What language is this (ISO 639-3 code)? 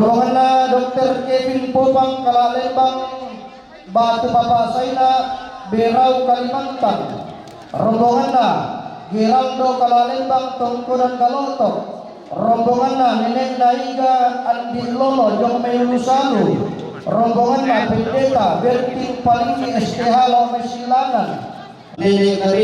sda